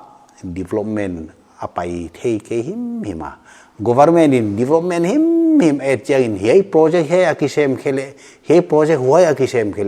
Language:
Paite Chin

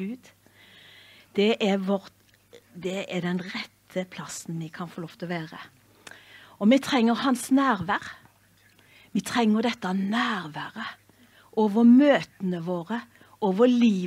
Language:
Norwegian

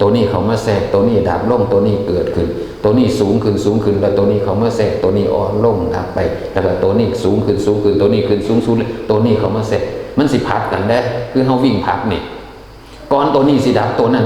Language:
Northeastern Thai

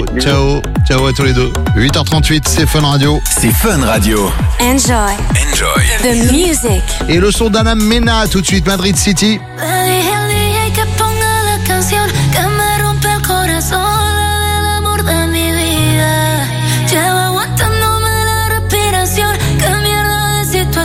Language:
French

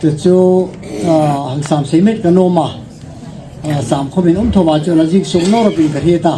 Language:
Hmar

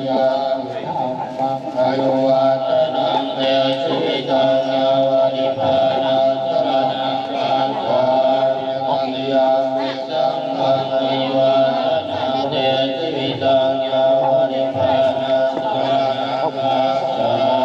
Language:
Pali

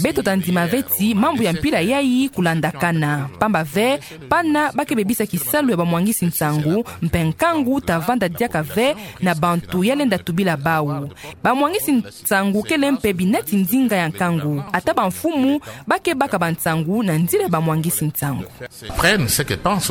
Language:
Kituba (Democratic Republic of Congo)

